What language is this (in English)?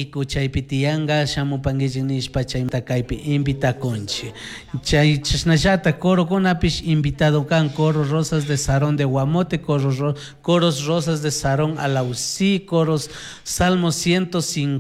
Chimborazo Highland Quichua